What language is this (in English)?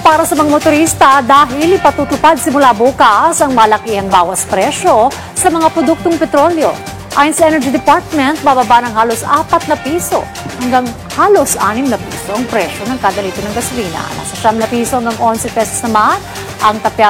Filipino